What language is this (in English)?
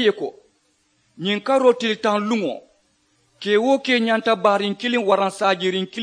Mandingo